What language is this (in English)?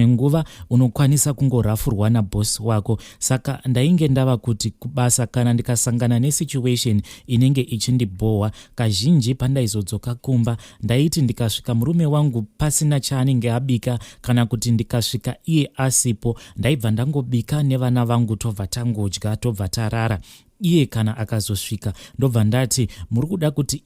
Shona